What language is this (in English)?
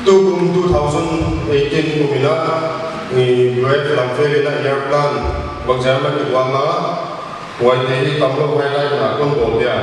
Paite Chin